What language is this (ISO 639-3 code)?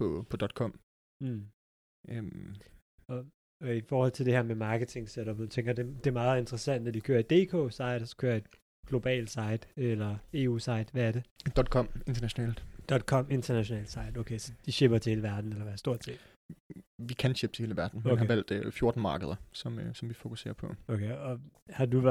dan